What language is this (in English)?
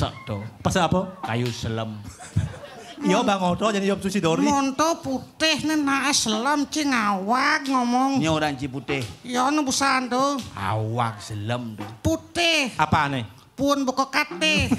Balinese